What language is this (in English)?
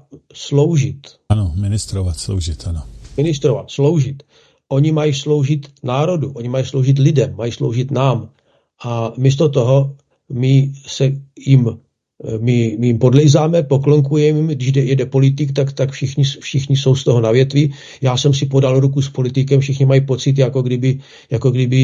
Czech